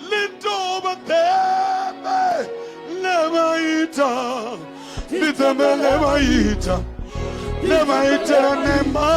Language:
Venda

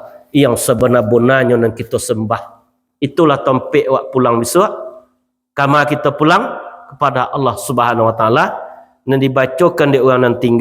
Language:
Minangkabau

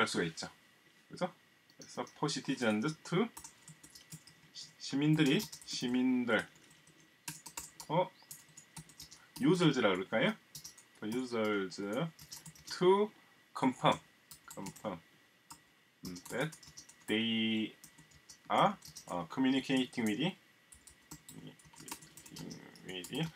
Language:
Korean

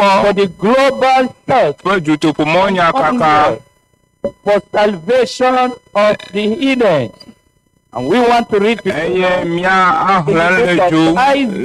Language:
Ewe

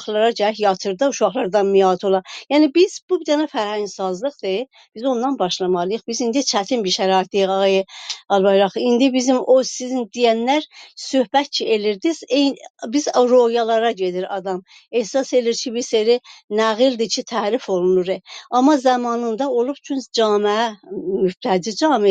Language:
South Azerbaijani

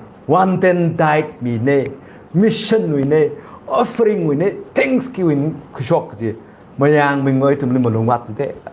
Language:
Tangkhul Naga (India)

